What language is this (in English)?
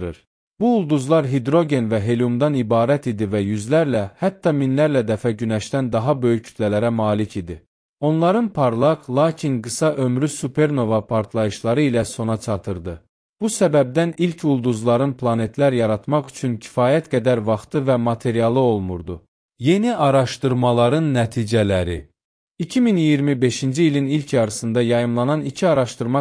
Azerbaijani